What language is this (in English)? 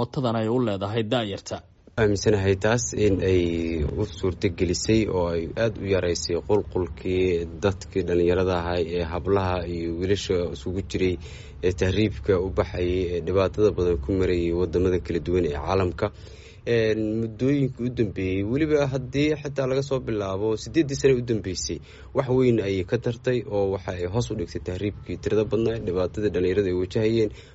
Somali